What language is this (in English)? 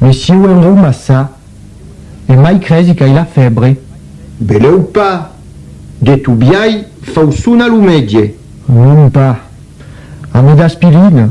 Occitan